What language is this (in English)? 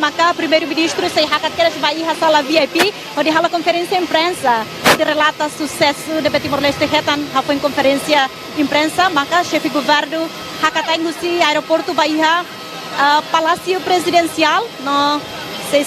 Tetum